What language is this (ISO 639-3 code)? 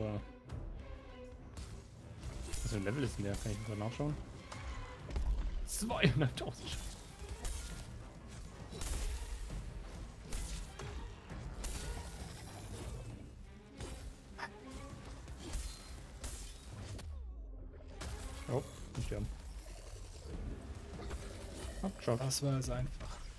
deu